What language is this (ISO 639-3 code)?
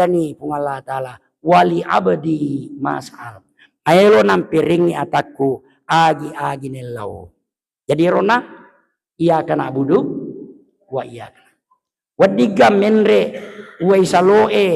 bug